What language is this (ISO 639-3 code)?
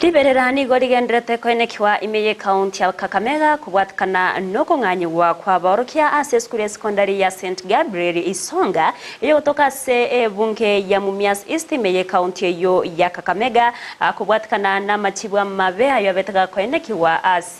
guz